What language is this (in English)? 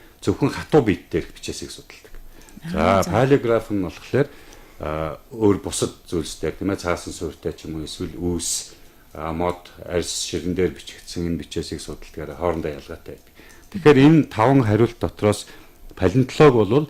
Mongolian